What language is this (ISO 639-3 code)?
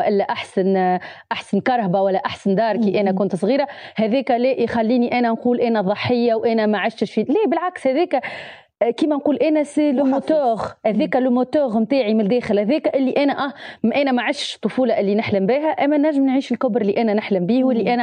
aeb